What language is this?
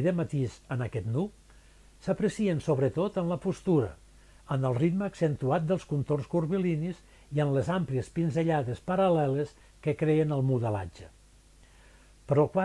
Catalan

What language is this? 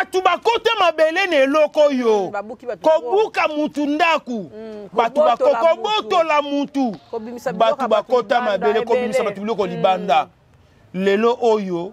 Lingala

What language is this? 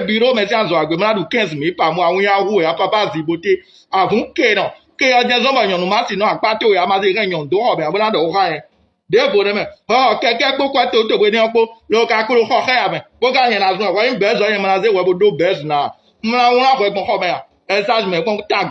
Fon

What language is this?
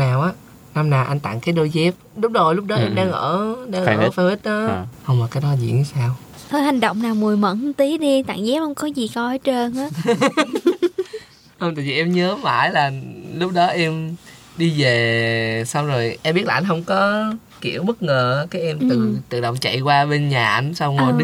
Vietnamese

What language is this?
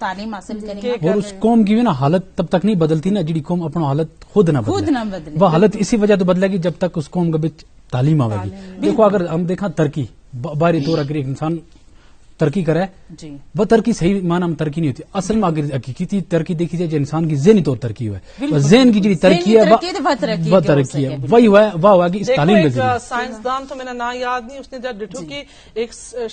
Gujari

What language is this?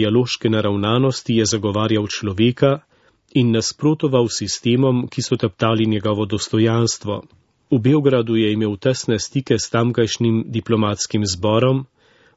Slovenian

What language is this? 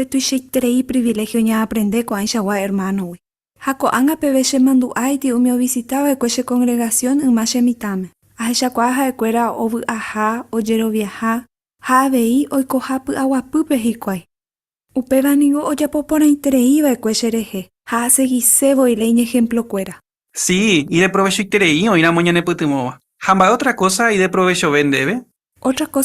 Guarani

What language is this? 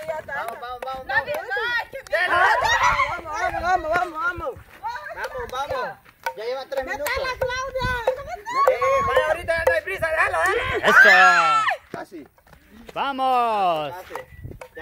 Spanish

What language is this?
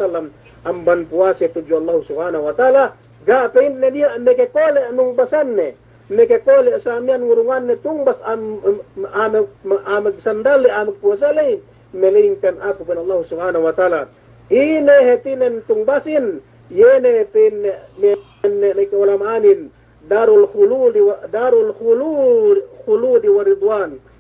Yakan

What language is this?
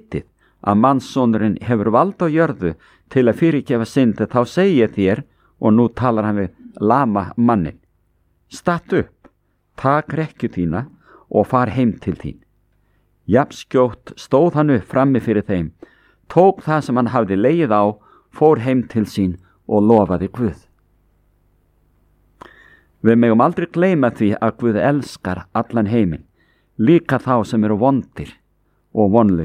Icelandic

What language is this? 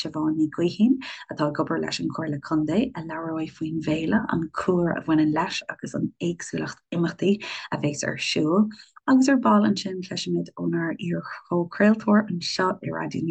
Irish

